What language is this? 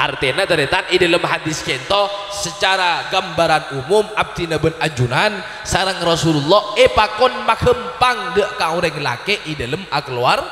Madurese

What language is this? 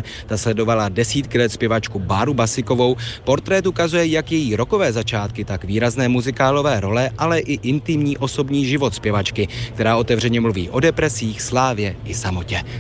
Czech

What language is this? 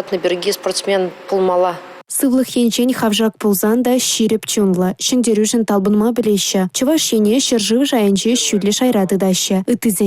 Chuvash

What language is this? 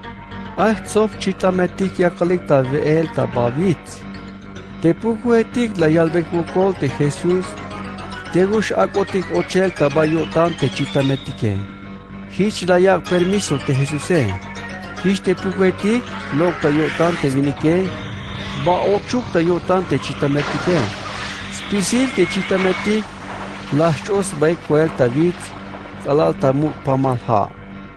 Tzeltal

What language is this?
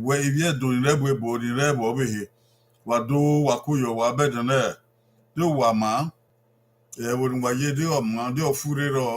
Bini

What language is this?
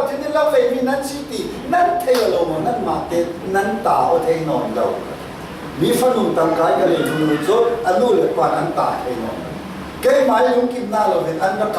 Falam Chin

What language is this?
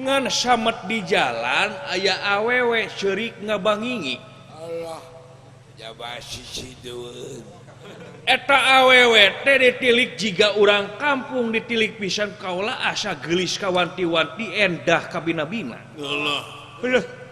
Sundanese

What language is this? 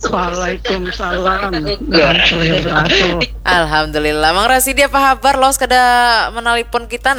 Banjar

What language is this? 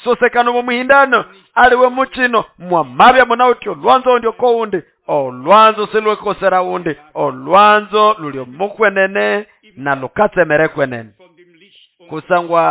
Nande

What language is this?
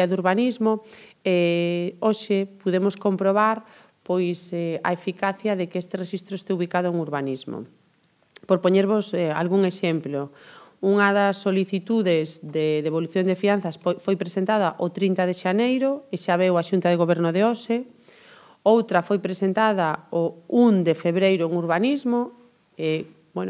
Galician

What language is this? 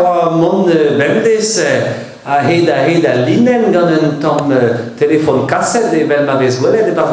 Breton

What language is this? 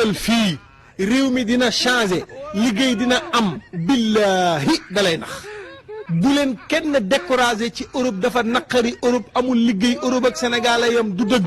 Wolof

